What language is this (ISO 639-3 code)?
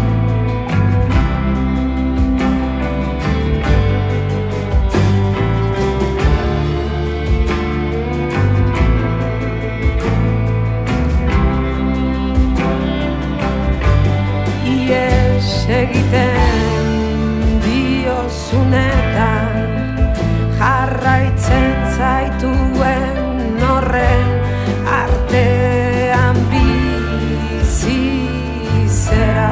eus